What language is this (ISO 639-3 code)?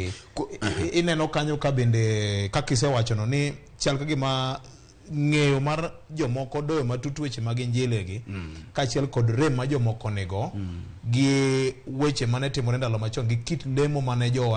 luo